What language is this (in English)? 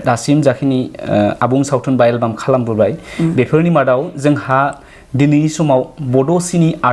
Bodo